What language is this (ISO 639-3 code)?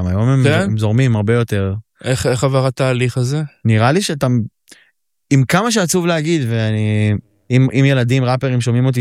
heb